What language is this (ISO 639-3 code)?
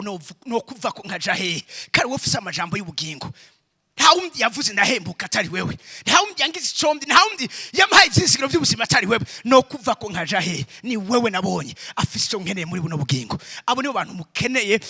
run